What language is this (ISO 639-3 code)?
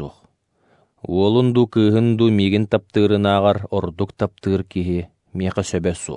sah